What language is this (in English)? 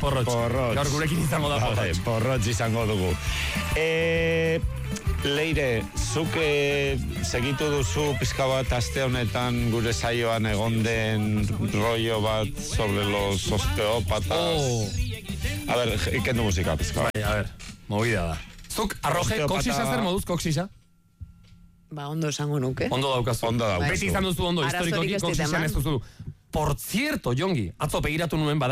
Basque